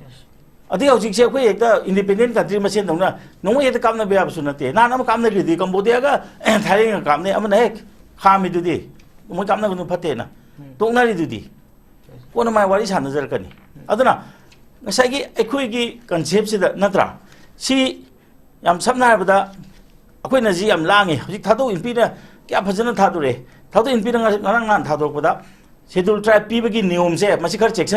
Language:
Manipuri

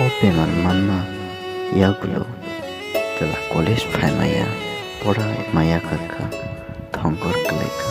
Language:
Kok Borok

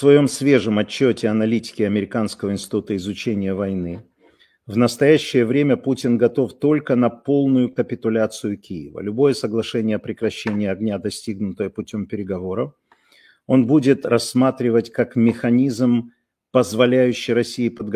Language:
Russian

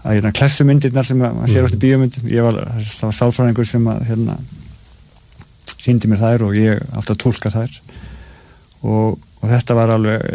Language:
Icelandic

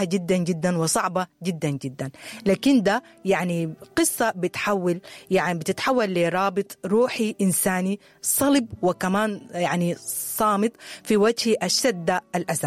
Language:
Sudanese Arabic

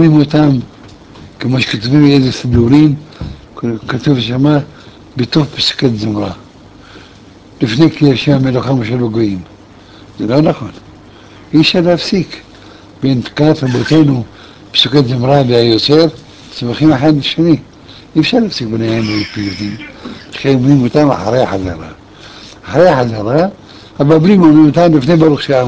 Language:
Hebrew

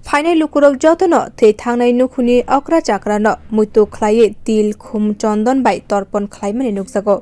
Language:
Kok Borok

